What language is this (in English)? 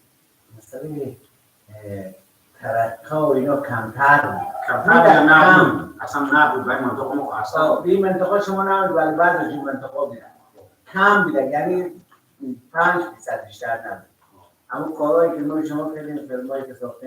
Persian